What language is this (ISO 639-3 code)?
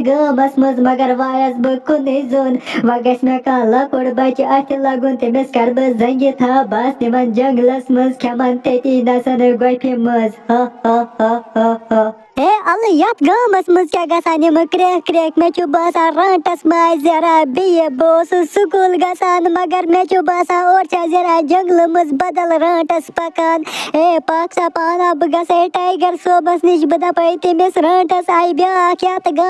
kas